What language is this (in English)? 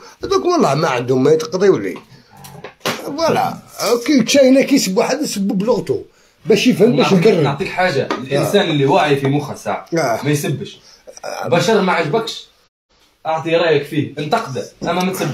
Algerian Arabic